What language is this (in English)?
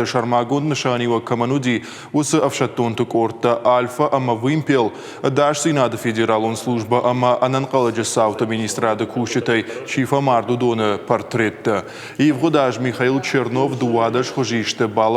Ossetic